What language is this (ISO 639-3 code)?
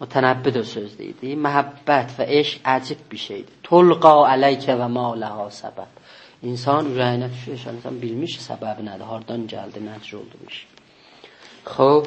azb